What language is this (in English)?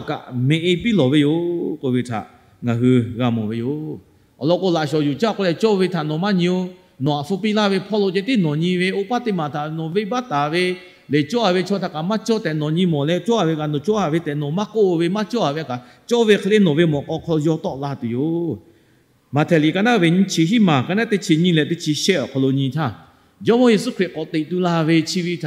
Lahu